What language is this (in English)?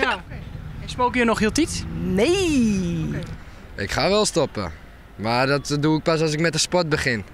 Western Frisian